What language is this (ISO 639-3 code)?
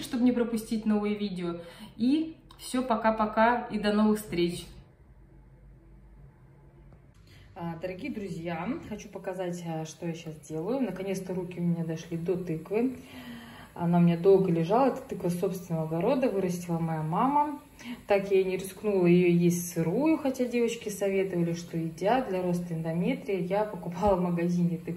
rus